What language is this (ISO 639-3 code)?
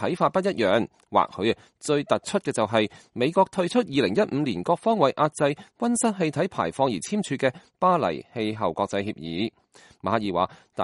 yue